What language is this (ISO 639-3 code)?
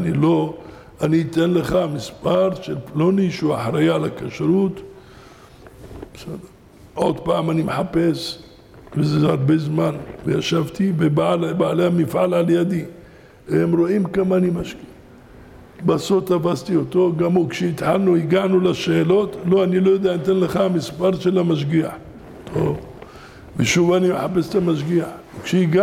heb